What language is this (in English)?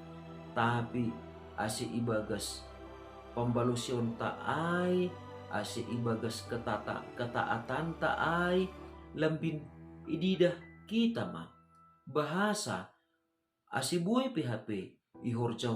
Batak Simalungun